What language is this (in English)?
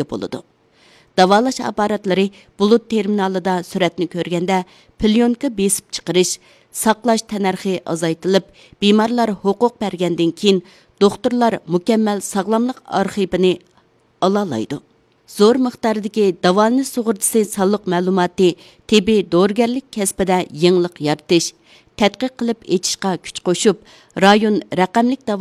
Uyghur